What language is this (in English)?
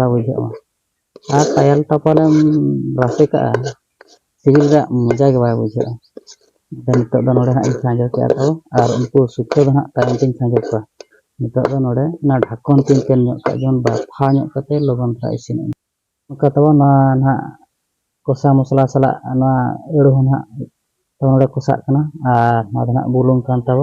Santali